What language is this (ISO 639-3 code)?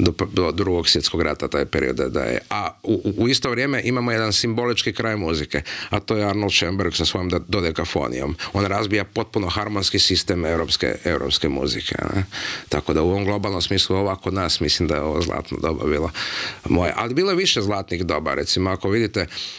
hrv